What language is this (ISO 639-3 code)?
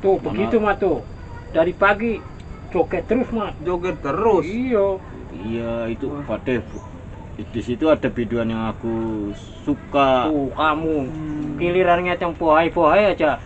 bew